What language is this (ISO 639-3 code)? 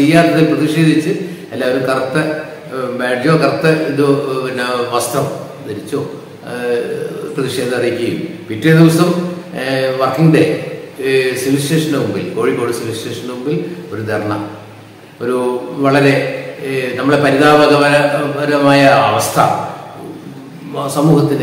mal